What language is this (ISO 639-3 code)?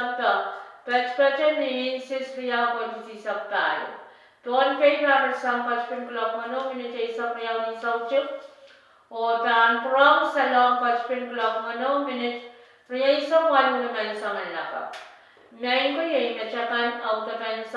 pon